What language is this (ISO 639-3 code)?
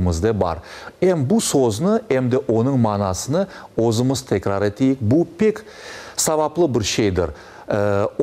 crh